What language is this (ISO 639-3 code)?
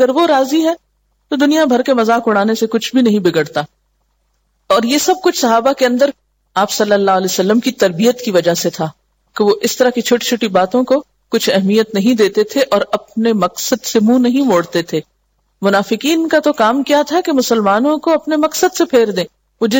urd